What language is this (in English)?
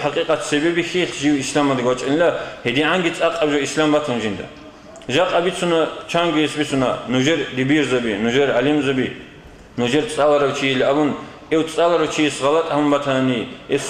Avaric